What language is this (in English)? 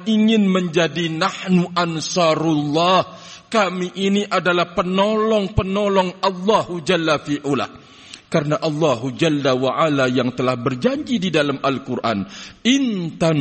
Indonesian